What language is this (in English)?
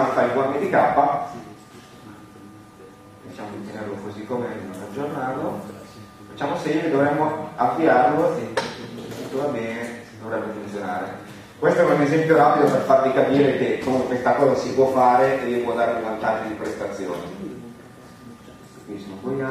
Italian